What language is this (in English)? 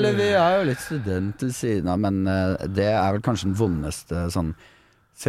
Norwegian